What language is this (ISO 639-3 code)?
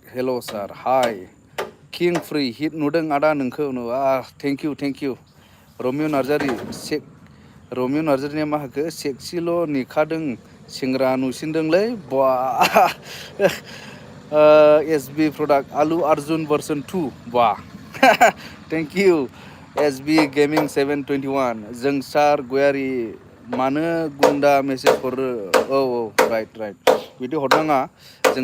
brx